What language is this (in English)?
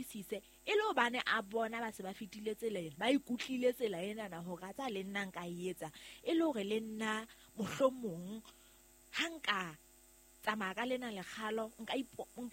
Southern Sotho